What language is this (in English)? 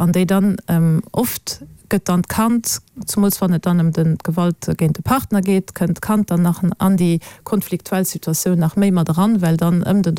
Luxembourgish